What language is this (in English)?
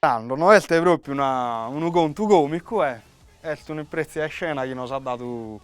Sardinian